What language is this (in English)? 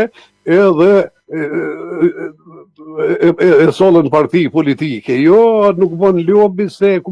Albanian